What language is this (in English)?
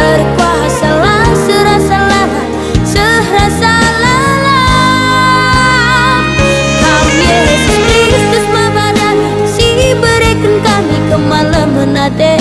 Batak Karo